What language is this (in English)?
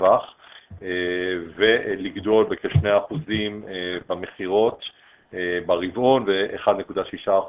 Hebrew